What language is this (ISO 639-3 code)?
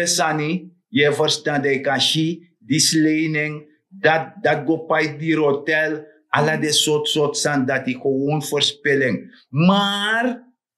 srn